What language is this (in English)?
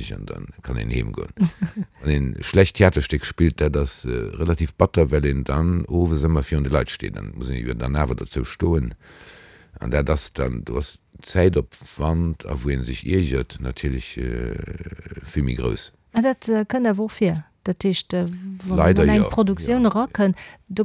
Luxembourgish